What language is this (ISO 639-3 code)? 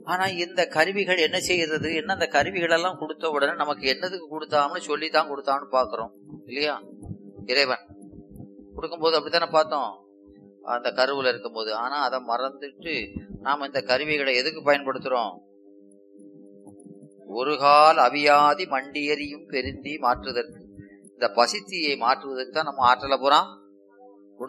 tam